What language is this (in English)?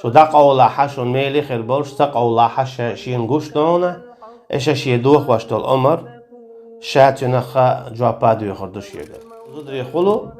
Chechen